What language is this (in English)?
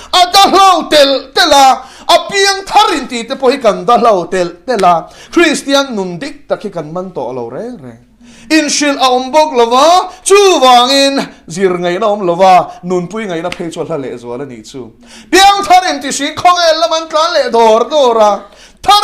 Mizo